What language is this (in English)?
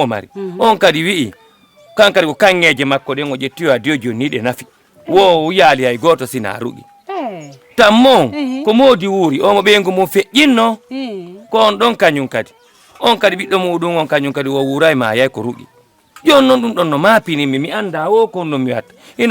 Fula